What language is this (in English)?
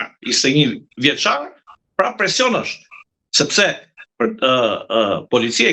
Albanian